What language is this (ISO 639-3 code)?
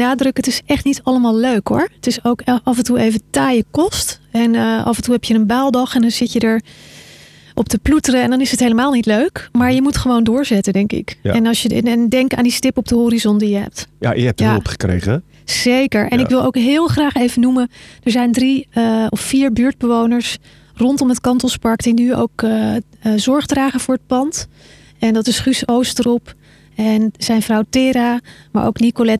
nld